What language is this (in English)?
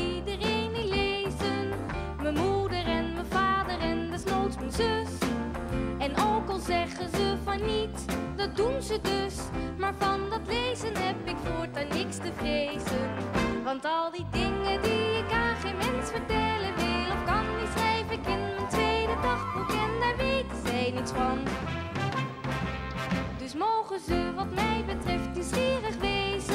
Dutch